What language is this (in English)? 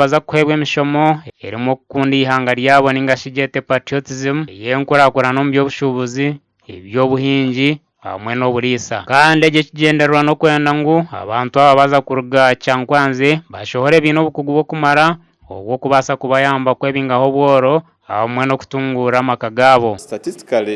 Nyankole